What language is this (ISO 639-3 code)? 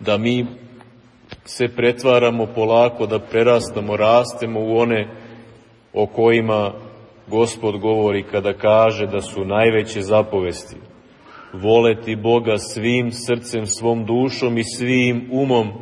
srp